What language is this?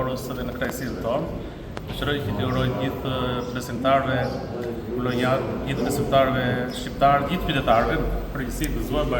Albanian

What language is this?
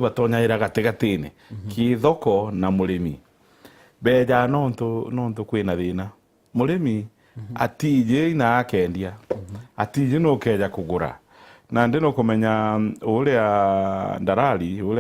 Meru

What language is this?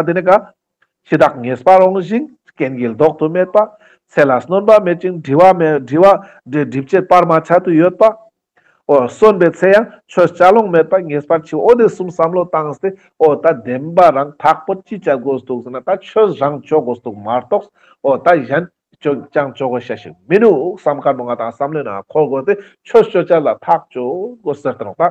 Ladakhi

